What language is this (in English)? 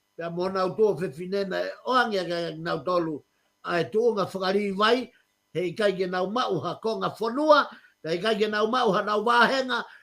Tongan